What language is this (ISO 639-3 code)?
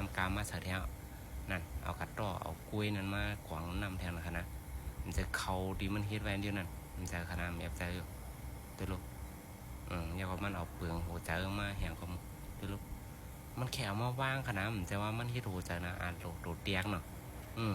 shn